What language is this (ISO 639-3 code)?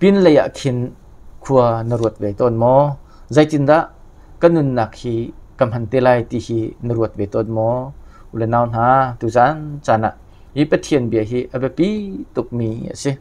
cnh